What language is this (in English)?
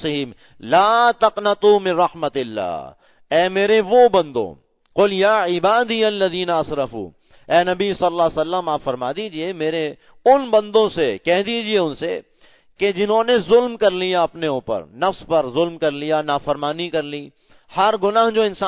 Urdu